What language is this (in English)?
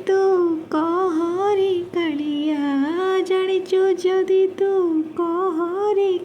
Odia